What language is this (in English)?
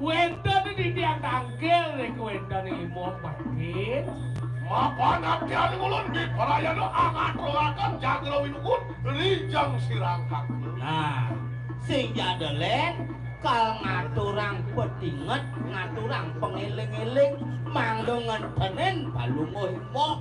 Balinese